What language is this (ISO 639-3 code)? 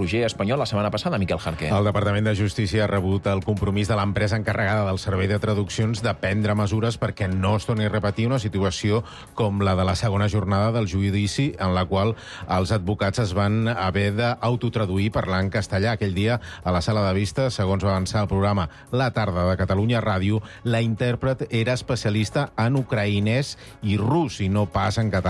cat